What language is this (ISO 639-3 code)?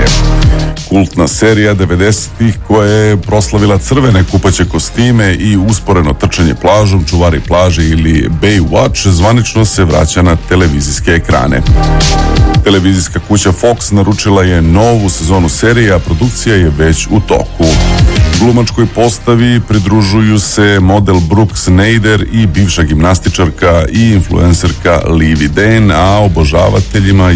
srp